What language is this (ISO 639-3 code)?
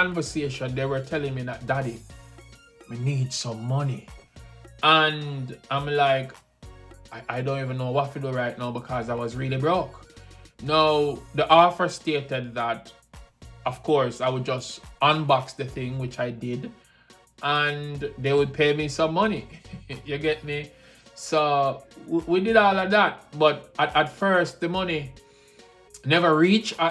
jam